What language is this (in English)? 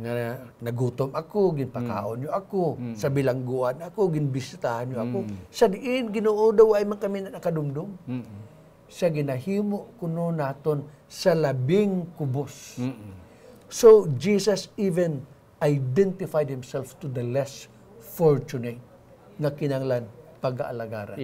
Hiligaynon